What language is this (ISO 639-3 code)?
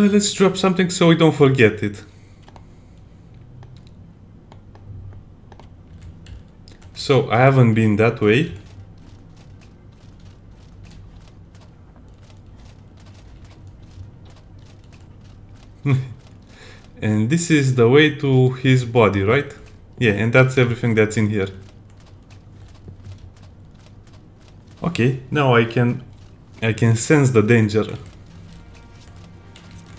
eng